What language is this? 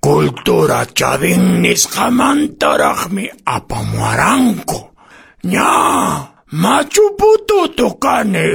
Quechua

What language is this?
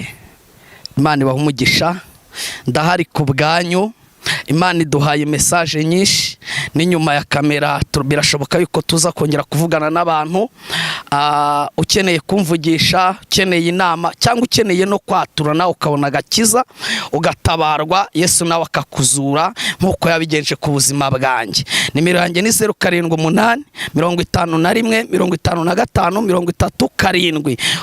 Kinyarwanda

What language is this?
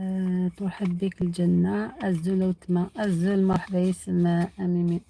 Algerian Arabic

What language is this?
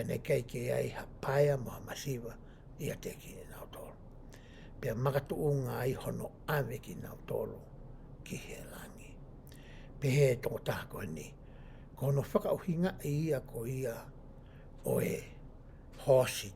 Tongan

